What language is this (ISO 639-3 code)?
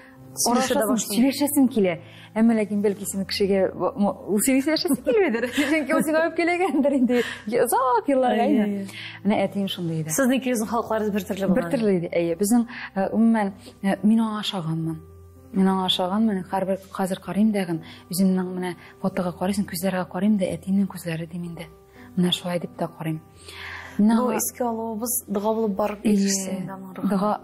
tat